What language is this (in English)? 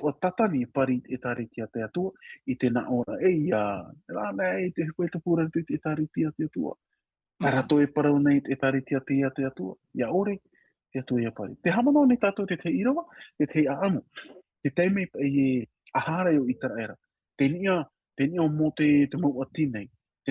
Tahitian